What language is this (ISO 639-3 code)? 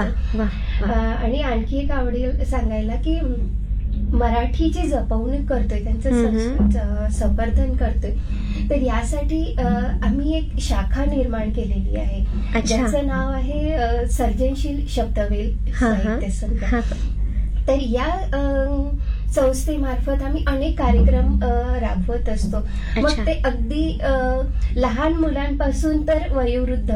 mar